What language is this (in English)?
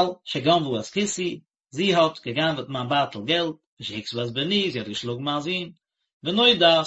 Yiddish